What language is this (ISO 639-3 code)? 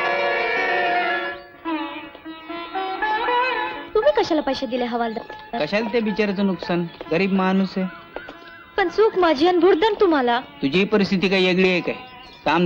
mar